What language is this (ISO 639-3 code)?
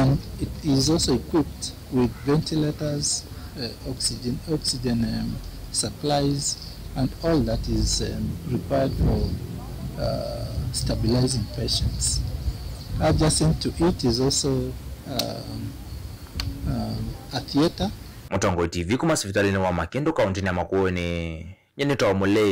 kam